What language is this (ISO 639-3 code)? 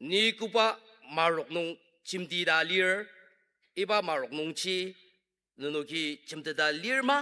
njo